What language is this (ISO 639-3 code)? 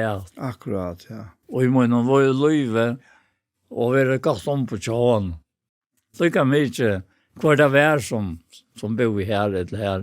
fao